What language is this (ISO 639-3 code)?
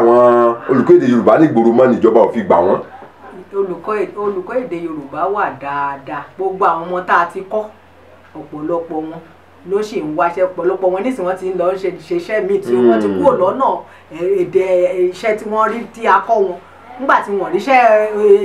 yor